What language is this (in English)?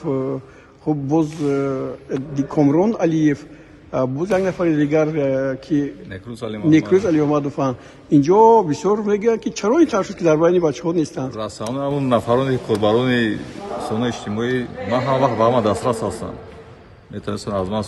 Tajik